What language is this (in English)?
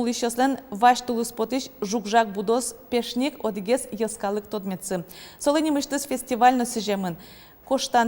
Udmurt